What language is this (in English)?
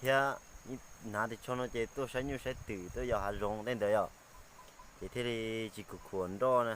Hmong